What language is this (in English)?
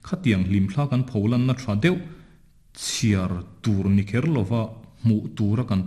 Mizo